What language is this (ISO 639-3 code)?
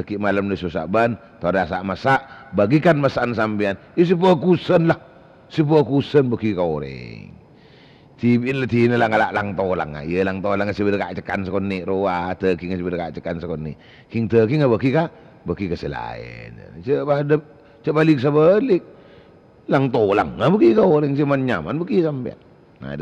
mad